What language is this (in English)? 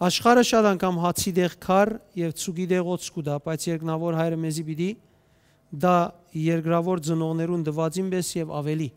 Western Armenian